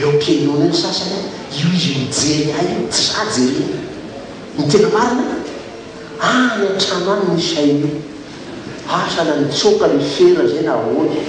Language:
Malagasy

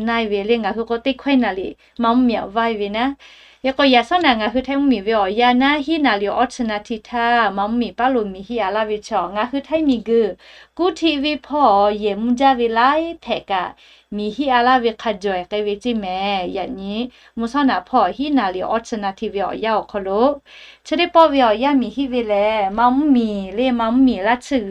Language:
Lahu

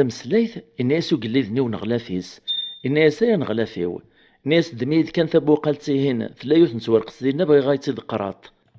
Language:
Kabyle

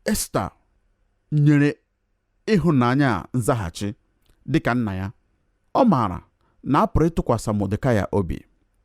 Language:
Igbo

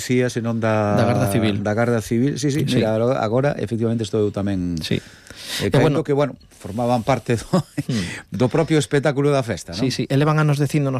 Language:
Galician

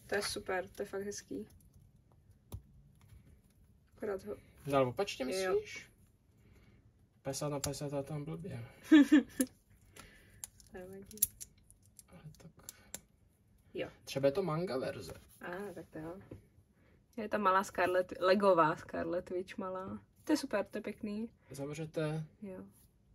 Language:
Czech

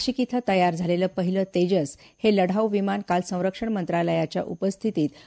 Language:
Marathi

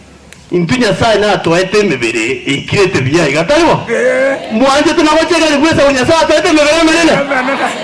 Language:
Gusii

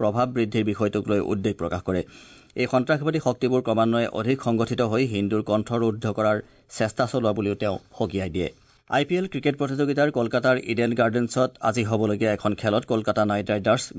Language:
Assamese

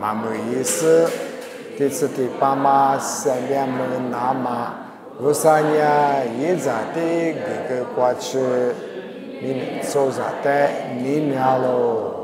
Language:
Lisu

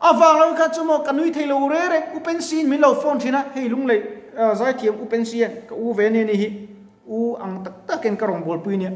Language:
Mizo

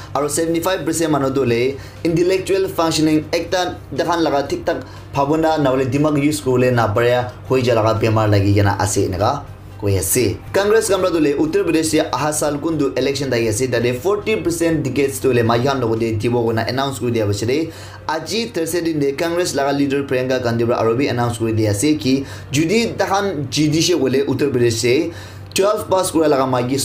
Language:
Naga Pidgin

